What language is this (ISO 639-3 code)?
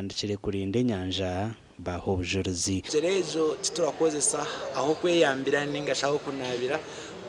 nyn